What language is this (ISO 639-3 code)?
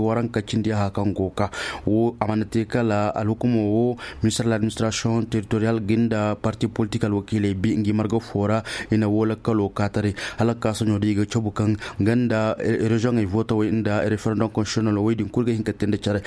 ses